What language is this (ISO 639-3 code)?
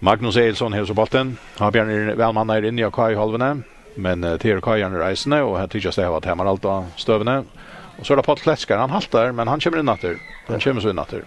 fao